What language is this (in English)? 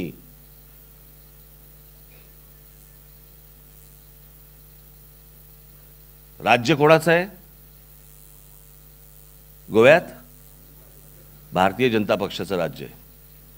Marathi